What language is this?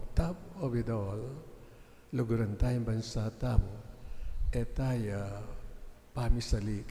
Pampanga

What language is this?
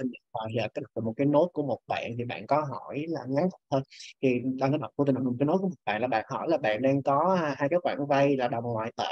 Vietnamese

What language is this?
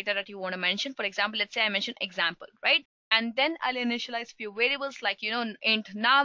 English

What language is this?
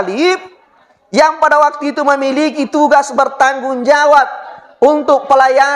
Buginese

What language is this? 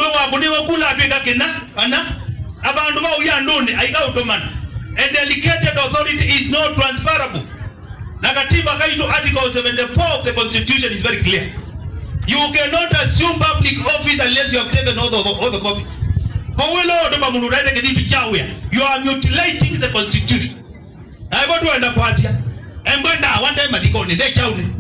Kamba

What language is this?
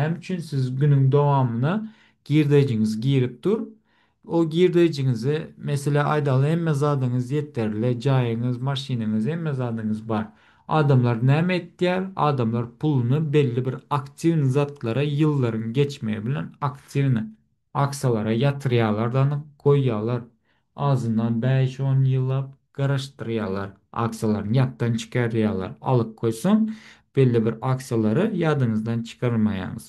Turkmen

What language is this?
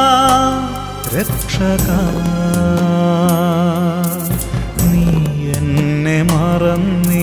Malayalam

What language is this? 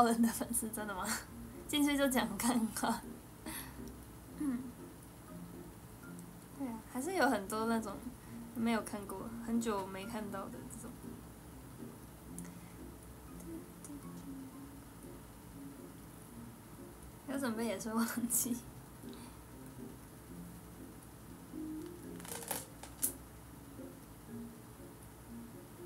Chinese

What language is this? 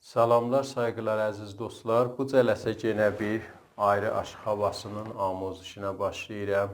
South Azerbaijani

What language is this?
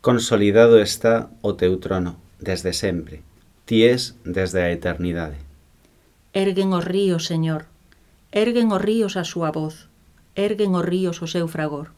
Galician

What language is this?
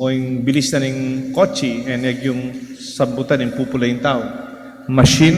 Pampanga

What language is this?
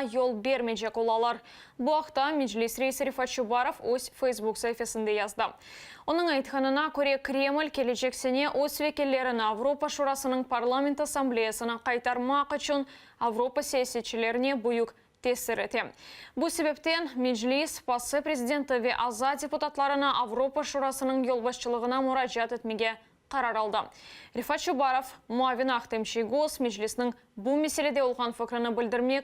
Crimean Tatar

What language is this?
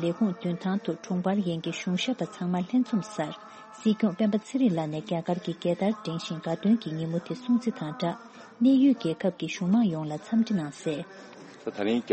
Tibetan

